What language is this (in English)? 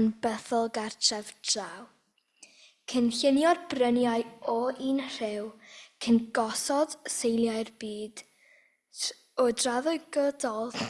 Welsh